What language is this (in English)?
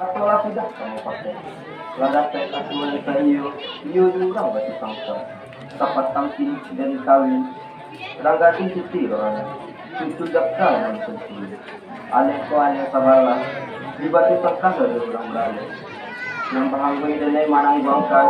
Minangkabau